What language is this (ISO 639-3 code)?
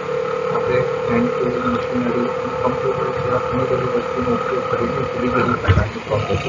guj